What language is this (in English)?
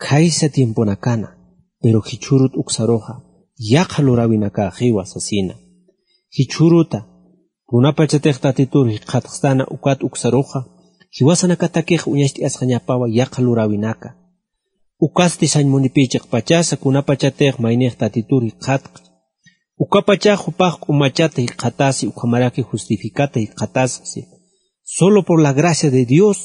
Aymara